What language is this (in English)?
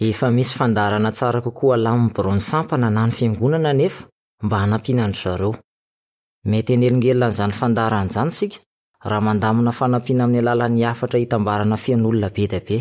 Malagasy